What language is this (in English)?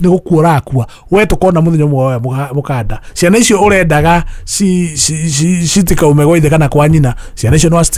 Kikuyu